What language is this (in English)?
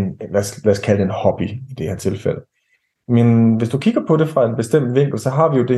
Danish